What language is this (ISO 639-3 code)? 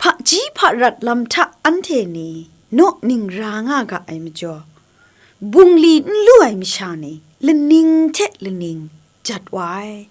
kac